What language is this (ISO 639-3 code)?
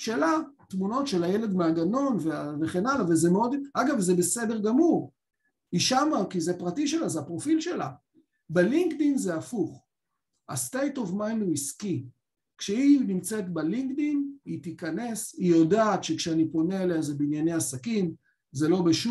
heb